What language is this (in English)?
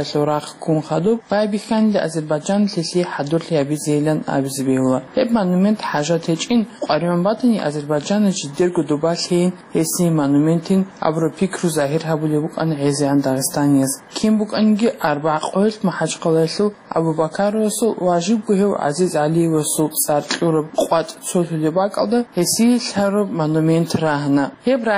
Avaric